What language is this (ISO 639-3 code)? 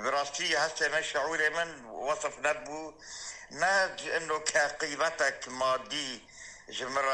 kur